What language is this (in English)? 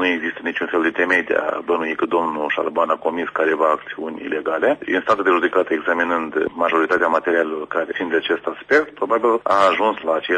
Romanian